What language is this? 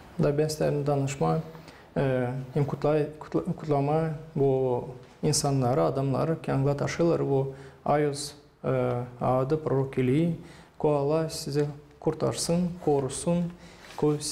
Gagauz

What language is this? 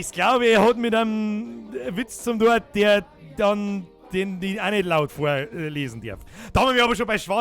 Bavarian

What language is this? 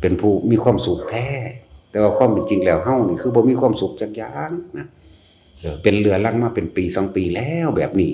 Northeastern Thai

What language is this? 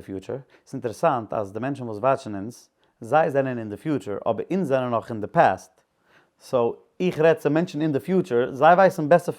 Yiddish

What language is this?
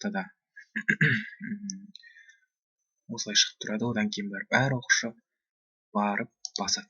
Kazakh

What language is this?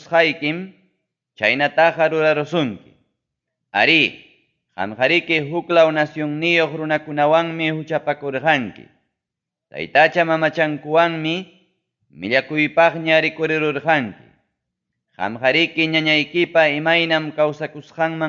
Ayacucho Quechua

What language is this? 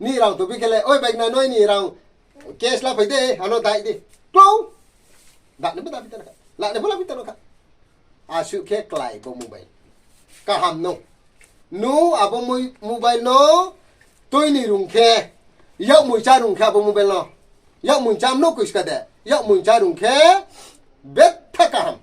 Riang (India)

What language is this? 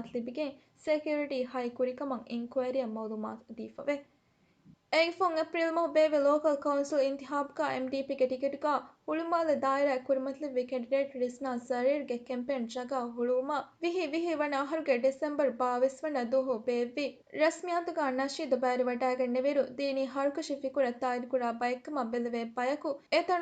Divehi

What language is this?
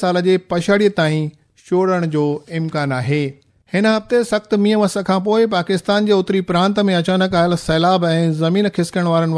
Sindhi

